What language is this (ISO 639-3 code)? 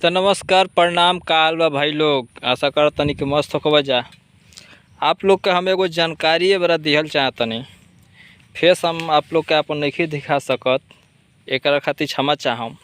bho